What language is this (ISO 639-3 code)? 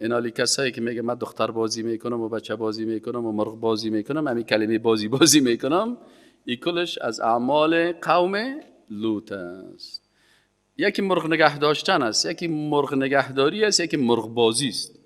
fas